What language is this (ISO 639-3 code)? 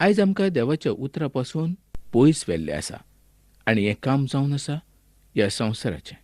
kok